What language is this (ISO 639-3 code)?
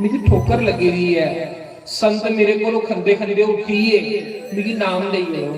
doi